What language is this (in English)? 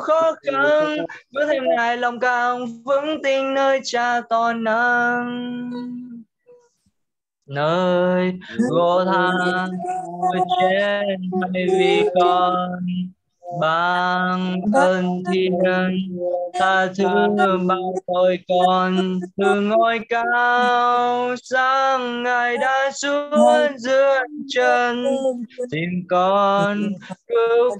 Vietnamese